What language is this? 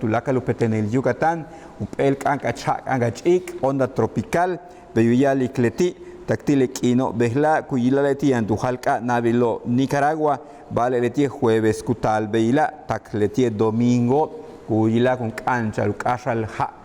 Yucateco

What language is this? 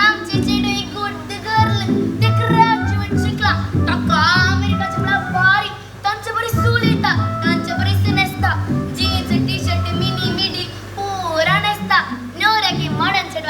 Konkani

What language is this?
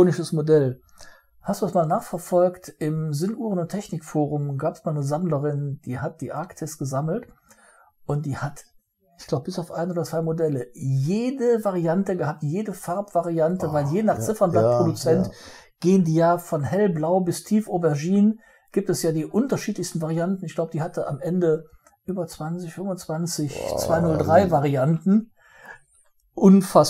German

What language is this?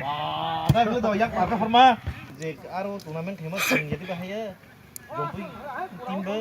Kok Borok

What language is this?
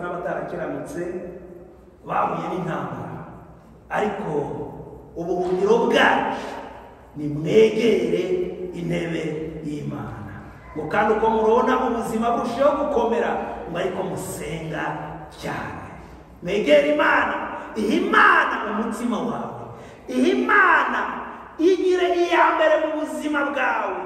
Kinyarwanda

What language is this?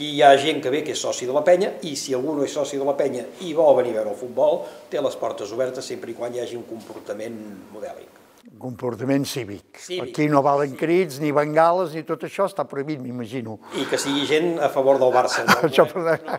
Catalan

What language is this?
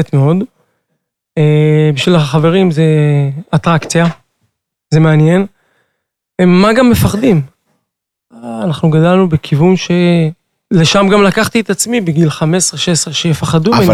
Hebrew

